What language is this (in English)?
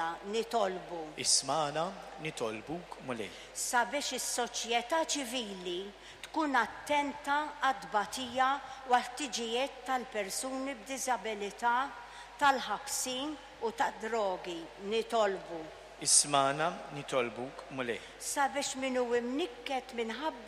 Maltese